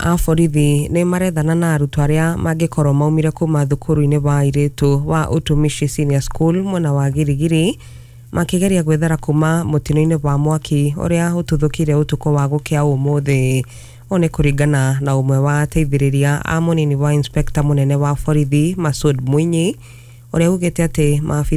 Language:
Kikuyu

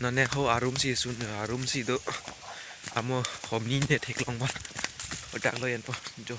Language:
Karbi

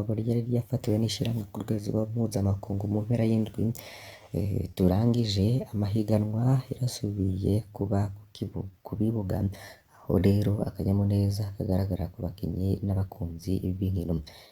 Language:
Rundi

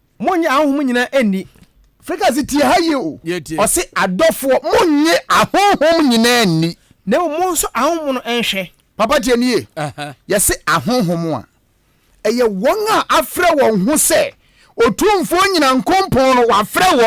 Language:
Akan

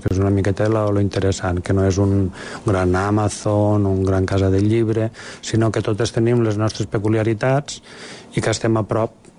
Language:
Catalan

